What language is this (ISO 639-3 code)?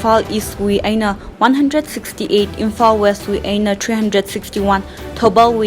nmf